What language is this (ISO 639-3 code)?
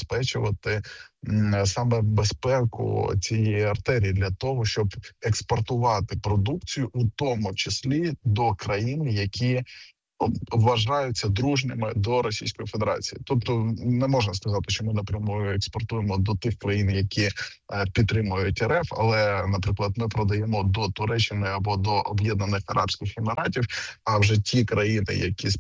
ukr